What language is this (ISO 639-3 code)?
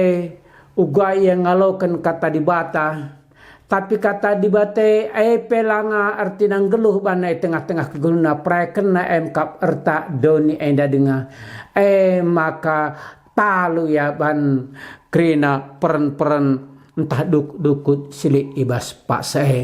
btx